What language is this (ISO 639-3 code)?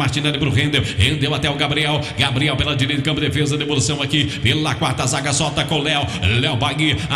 por